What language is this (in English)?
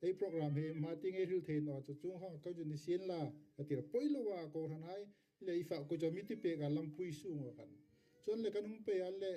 Hmar